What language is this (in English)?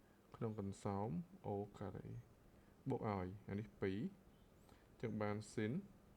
Khmer